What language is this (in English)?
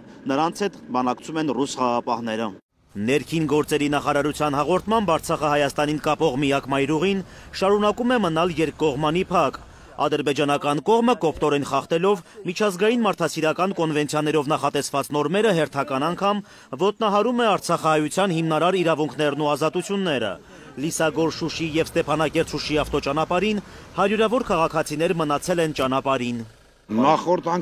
Armenian